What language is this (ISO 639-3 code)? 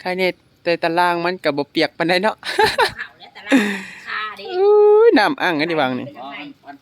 tts